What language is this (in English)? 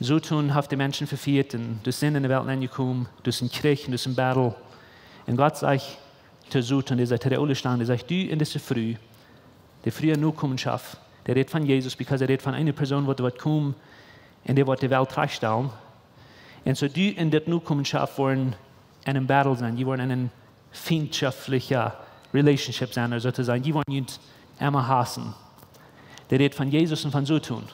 Plautdietsch